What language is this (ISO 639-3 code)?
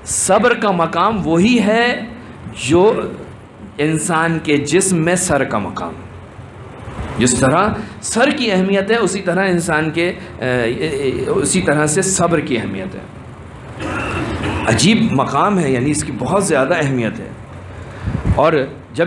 urd